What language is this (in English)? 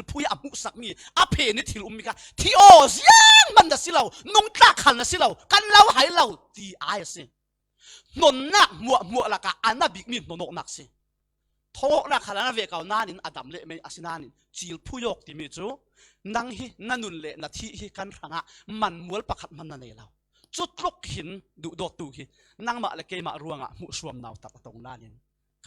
Falam Chin